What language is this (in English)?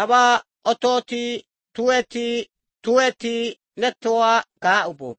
Galician